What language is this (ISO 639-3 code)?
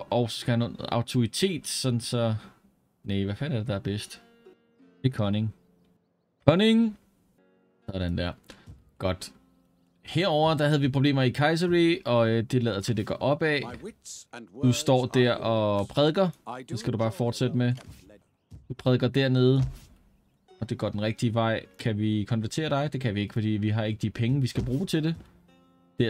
dan